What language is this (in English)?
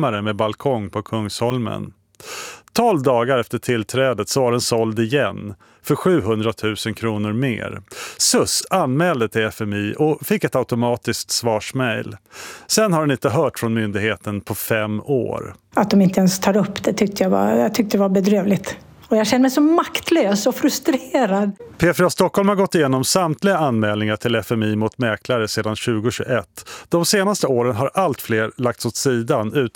Swedish